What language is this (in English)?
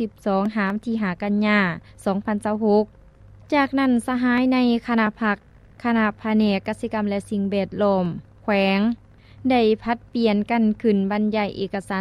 Lao